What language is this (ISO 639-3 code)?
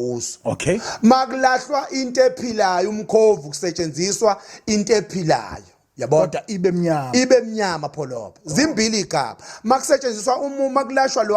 zul